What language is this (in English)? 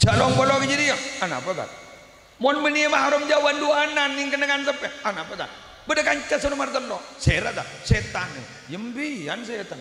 Madurese